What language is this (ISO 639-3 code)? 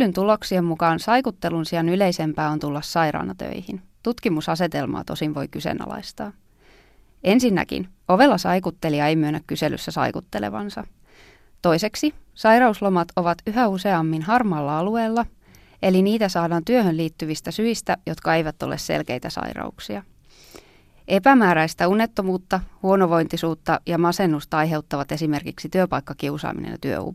fin